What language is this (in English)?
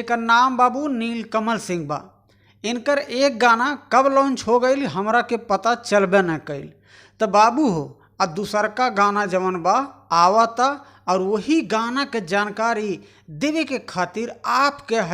Bhojpuri